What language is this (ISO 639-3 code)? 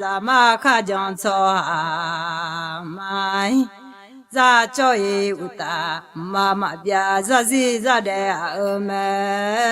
ahk